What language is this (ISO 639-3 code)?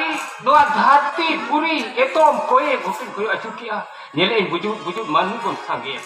sat